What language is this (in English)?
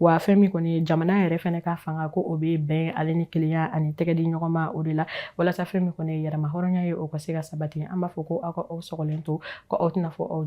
Bambara